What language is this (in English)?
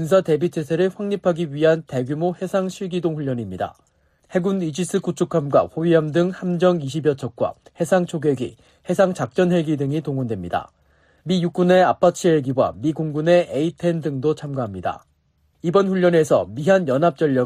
Korean